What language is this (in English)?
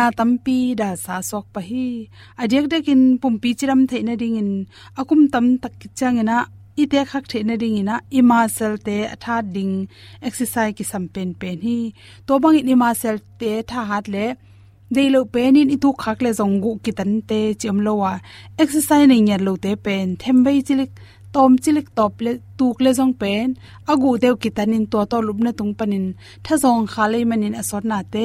Tedim Chin